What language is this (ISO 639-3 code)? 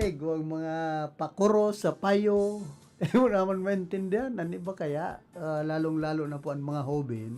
bik